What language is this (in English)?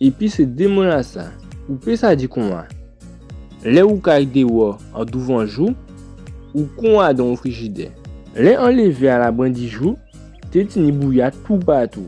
Guadeloupean Creole French